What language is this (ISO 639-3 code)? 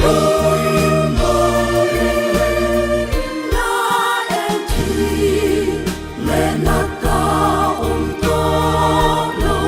lus